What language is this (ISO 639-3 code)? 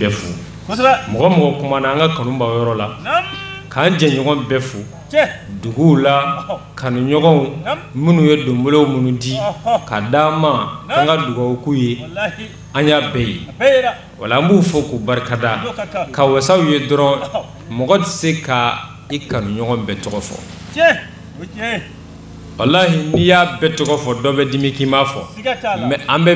bam